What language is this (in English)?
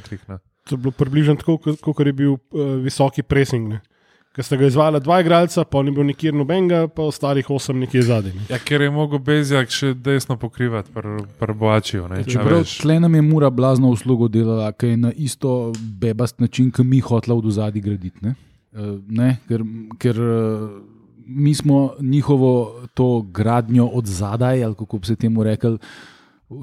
Slovenian